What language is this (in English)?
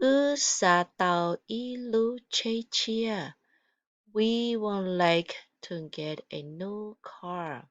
Hmong